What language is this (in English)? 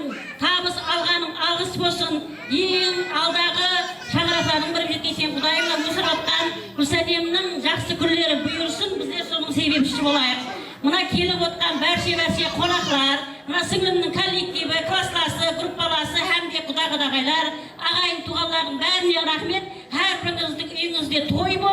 Kara-Kalpak